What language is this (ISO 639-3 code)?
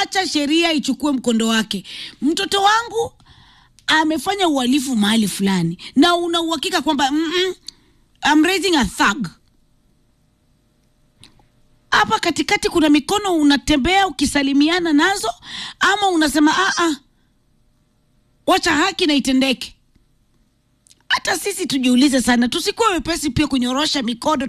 swa